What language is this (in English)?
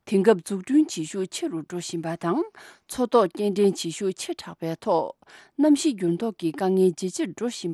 Tibetan